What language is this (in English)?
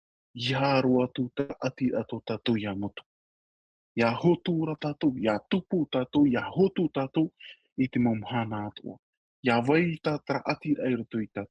Tahitian